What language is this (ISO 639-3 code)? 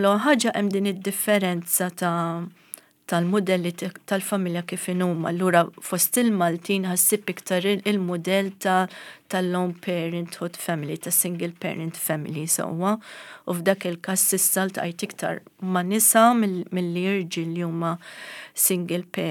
mlt